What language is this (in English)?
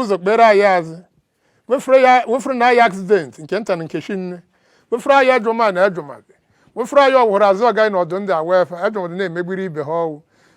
Igbo